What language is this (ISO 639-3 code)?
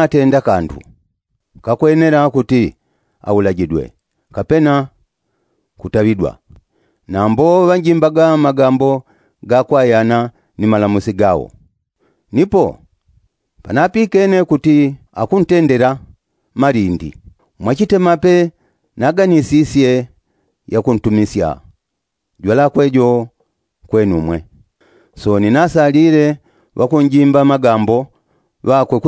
yao